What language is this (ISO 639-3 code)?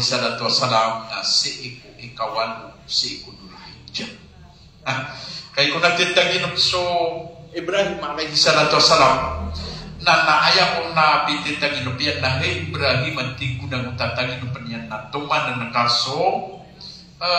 mrw